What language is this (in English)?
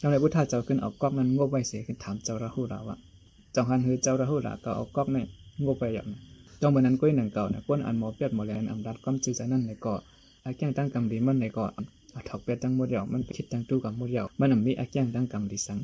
Shan